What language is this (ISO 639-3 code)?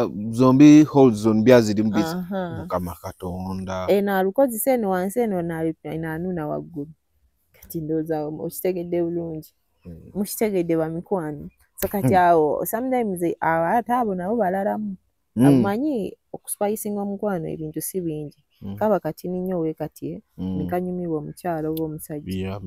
lug